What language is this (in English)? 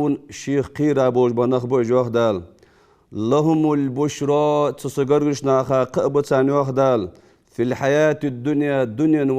Ingush